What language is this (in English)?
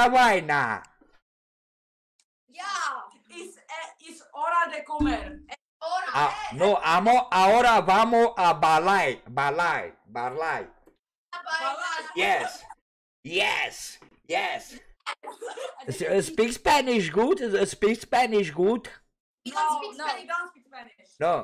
Romanian